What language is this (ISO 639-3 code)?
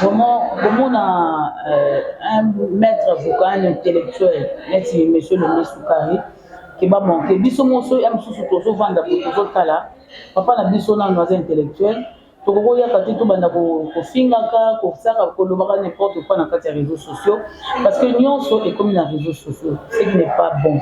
lin